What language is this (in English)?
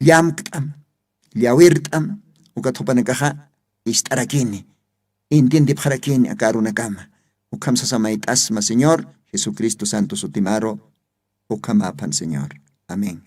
Aymara